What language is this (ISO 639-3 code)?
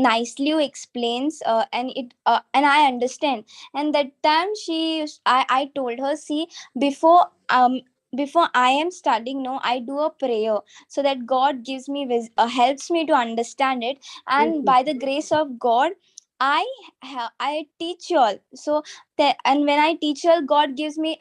kok